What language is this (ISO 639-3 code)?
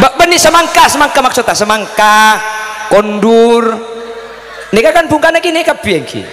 mad